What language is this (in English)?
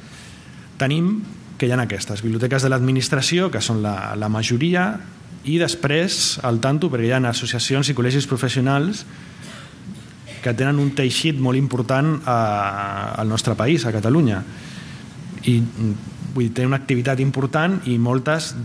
Catalan